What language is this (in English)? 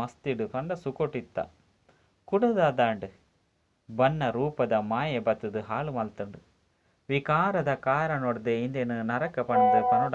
Tulu